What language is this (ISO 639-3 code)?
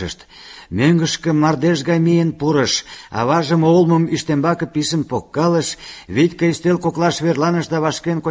chm